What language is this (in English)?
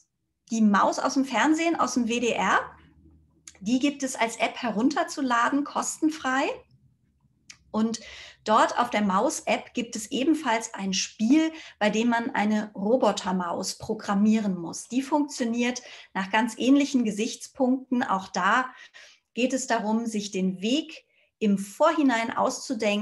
German